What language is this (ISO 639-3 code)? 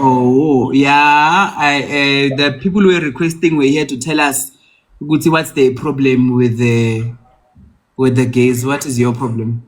zul